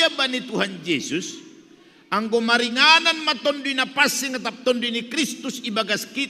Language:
Batak Simalungun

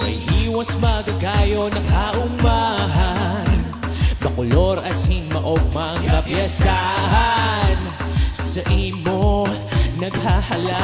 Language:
Bikol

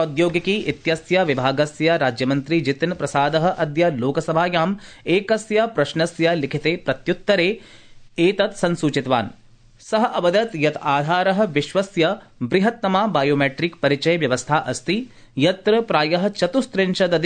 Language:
Sanskrit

